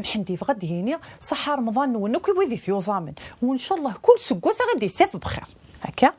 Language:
Kabyle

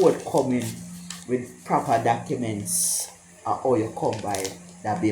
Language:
Jamaican Creole English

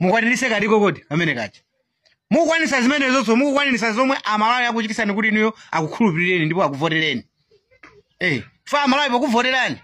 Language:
Nyanja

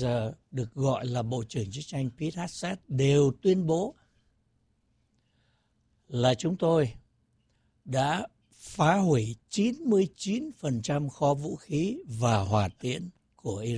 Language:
Vietnamese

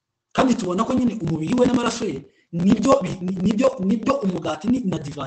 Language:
Kinyarwanda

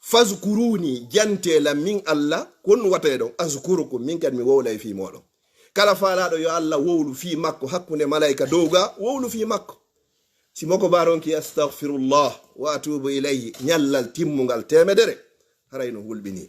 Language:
Fula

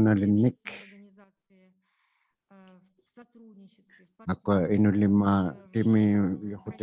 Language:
Inuktitut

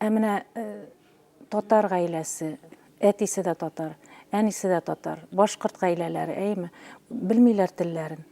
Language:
Bashkir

